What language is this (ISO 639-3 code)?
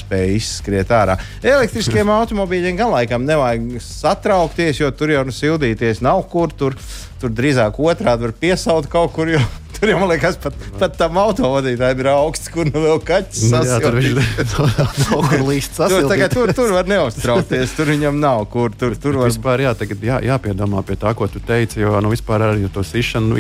lav